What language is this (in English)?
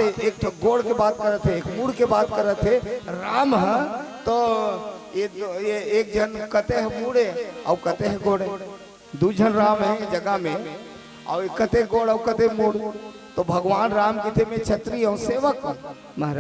Chhattisgarhi